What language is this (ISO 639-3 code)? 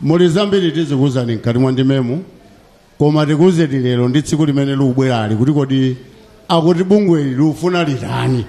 nya